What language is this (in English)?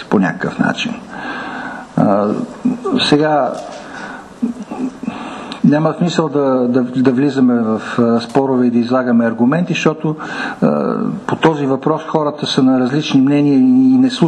Bulgarian